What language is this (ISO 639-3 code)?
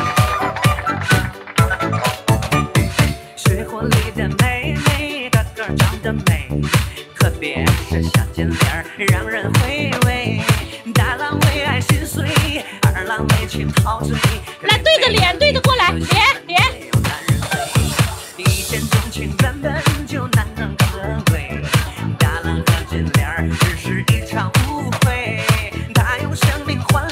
zho